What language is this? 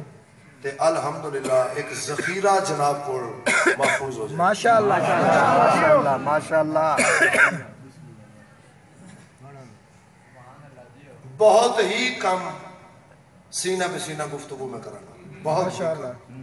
Urdu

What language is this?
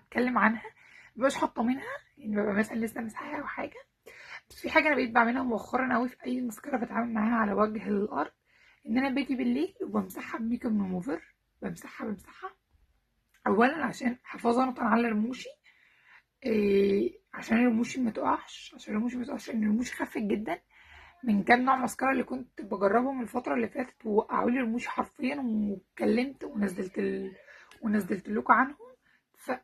Egyptian Arabic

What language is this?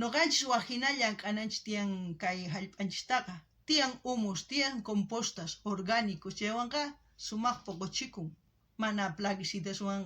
South Bolivian Quechua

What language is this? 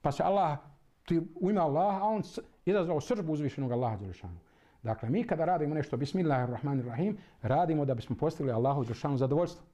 Bosnian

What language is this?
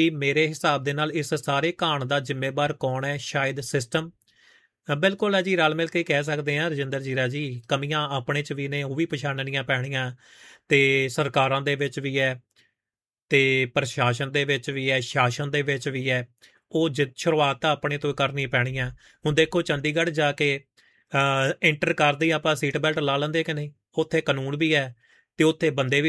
Punjabi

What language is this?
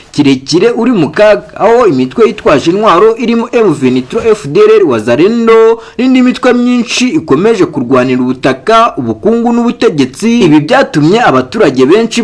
Kinyarwanda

